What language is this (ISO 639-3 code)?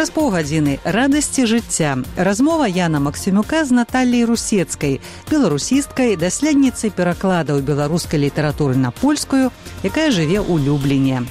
bel